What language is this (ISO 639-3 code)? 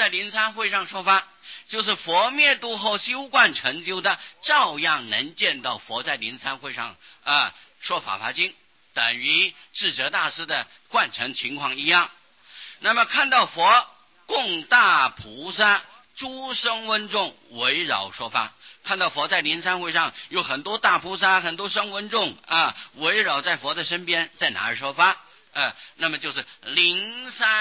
zho